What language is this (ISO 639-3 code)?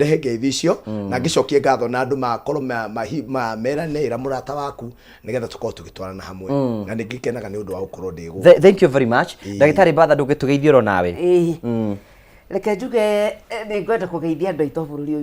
kik